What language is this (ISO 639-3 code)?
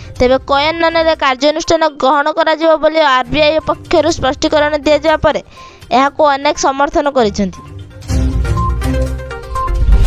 ori